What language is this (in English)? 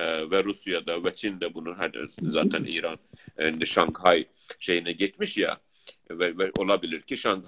South Azerbaijani